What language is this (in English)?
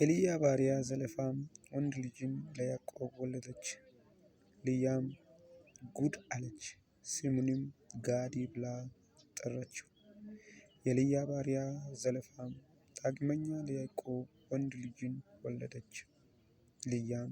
Amharic